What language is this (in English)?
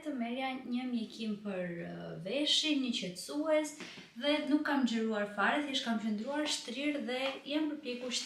Albanian